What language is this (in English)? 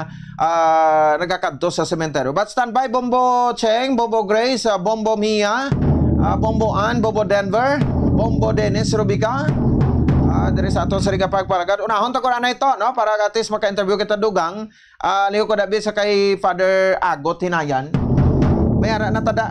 Hiligaynon